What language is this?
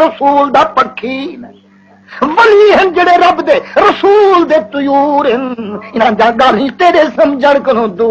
Saraiki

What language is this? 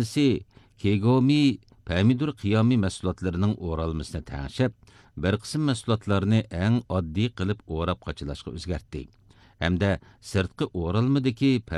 Uyghur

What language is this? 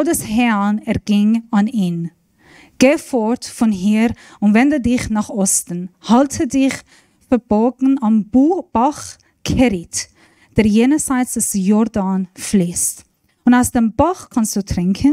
Swiss German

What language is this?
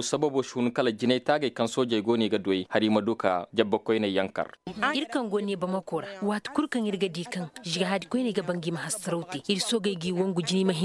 Koyraboro Senni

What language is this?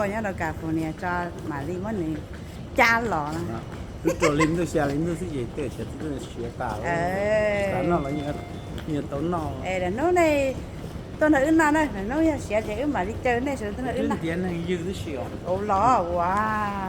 Hmong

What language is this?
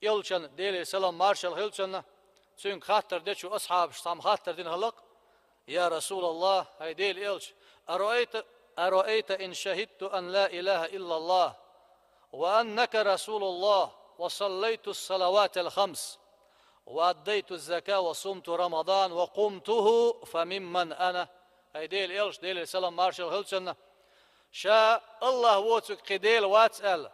Chechen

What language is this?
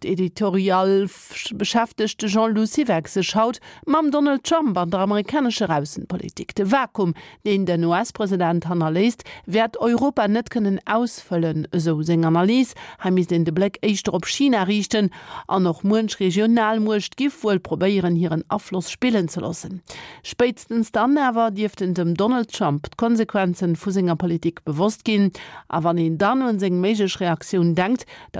Luxembourgish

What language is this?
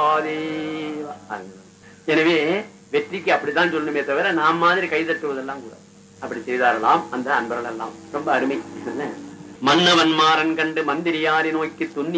Tamil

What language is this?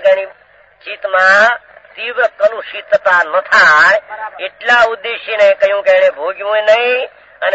Gujarati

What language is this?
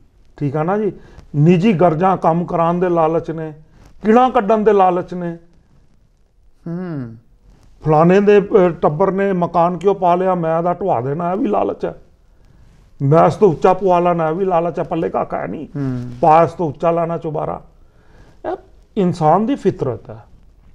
Punjabi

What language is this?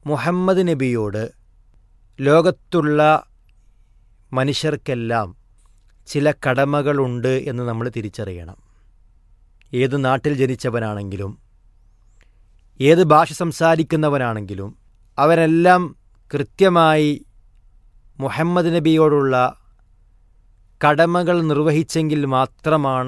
Malayalam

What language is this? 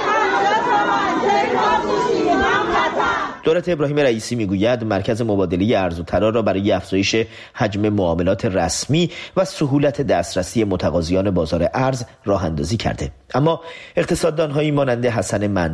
Persian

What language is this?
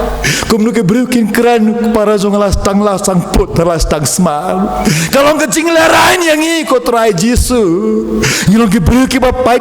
Khasi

